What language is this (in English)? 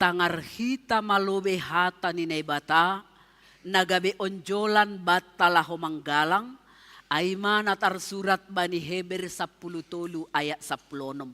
Batak Simalungun